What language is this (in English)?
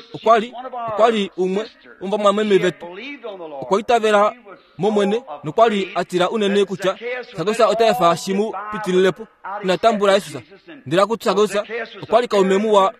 Kuanyama